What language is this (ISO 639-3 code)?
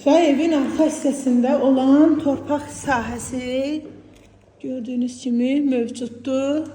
aze